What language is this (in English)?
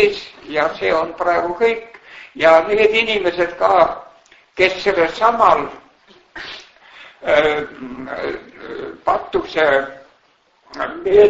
Estonian